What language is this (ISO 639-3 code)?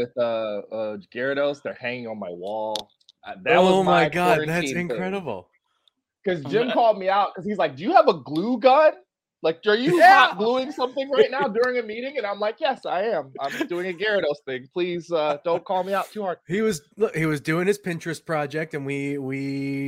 eng